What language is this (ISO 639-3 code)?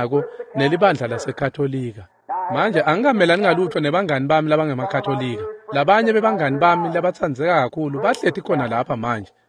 ssw